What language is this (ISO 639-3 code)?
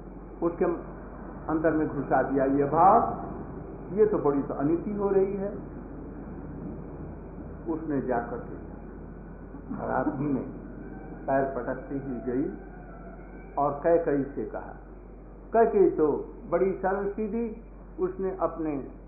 hin